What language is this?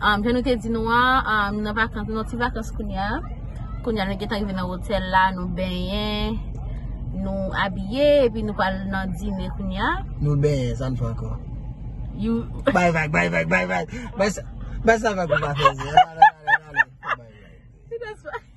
Haitian Creole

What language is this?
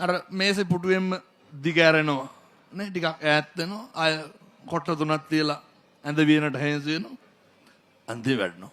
Sinhala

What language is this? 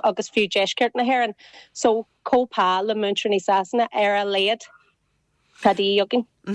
Irish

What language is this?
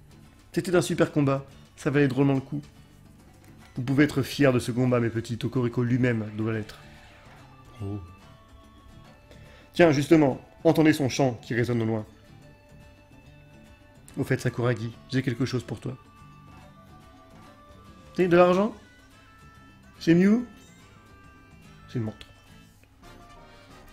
French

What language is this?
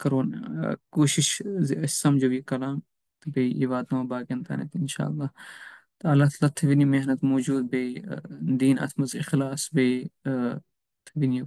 Kashmiri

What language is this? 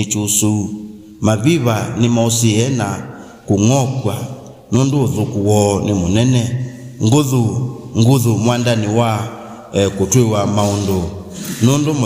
Kamba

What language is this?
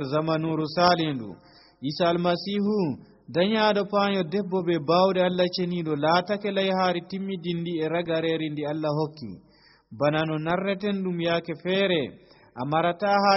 Nigerian Fulfulde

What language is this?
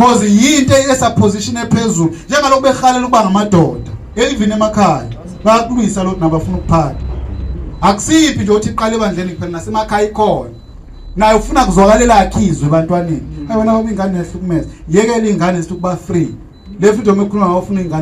Zulu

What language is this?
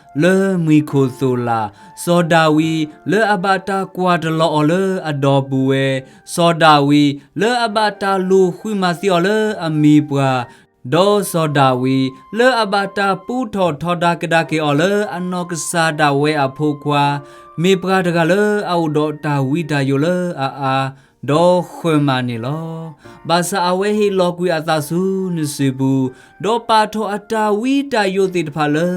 S'gaw Karen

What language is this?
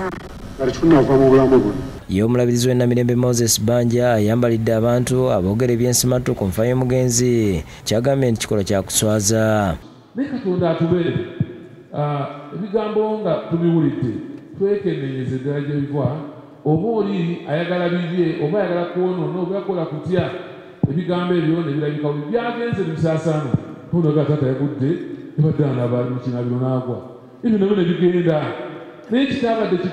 Ganda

